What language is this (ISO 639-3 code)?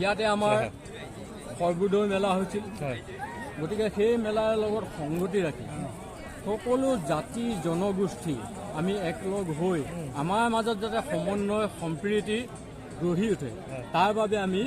asm